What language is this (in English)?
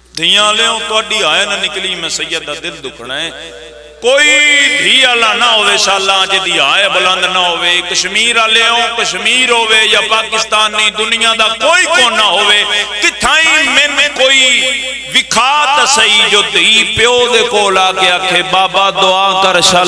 Pahari-Potwari